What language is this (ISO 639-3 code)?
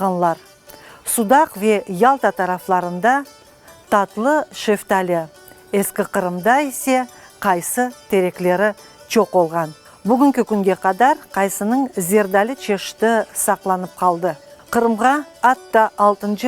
crh